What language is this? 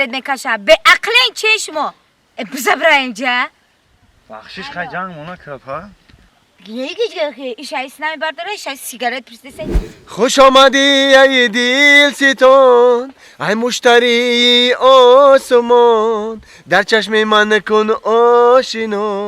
Tajik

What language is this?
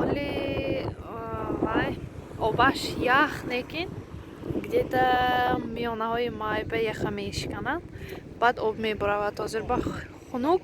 Tajik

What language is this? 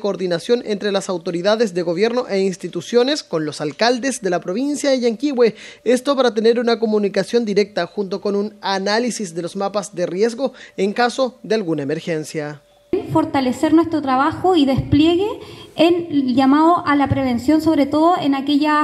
Spanish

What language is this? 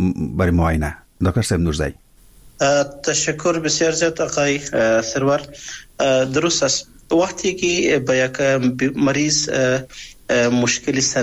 Persian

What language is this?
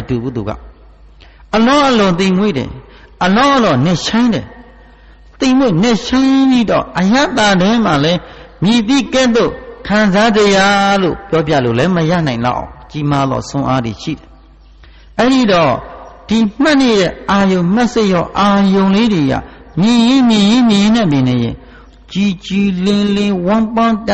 Burmese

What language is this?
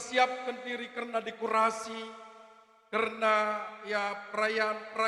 Batak Karo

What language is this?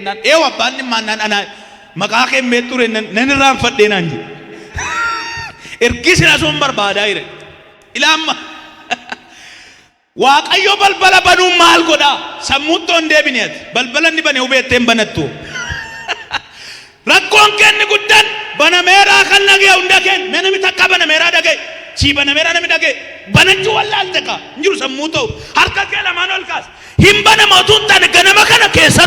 Oromo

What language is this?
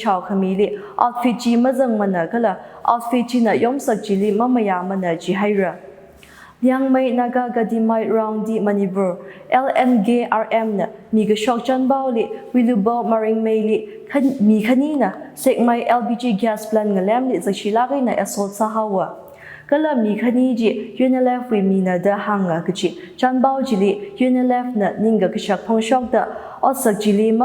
Tangkhul Naga (India)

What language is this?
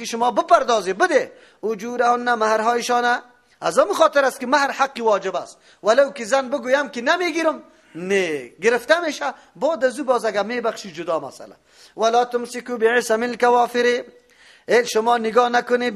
Persian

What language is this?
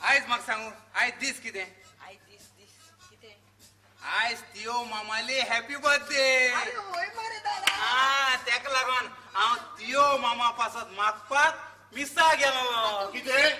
Konkani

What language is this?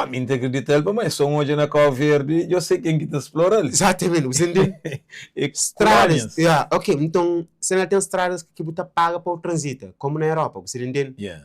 Kabuverdianu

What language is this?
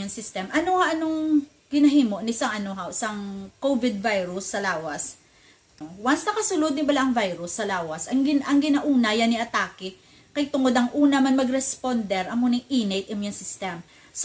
Hiligaynon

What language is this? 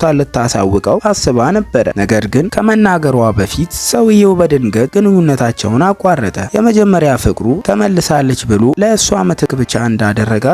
Amharic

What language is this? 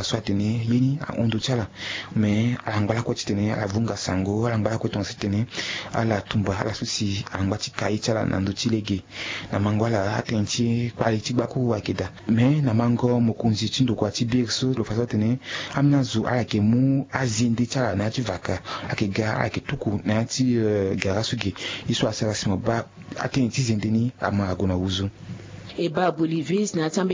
Sango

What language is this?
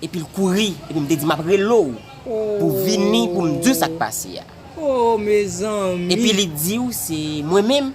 Haitian Creole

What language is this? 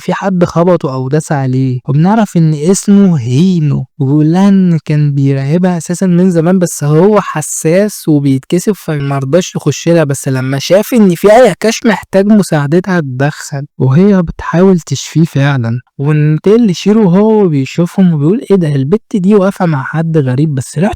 Egyptian Arabic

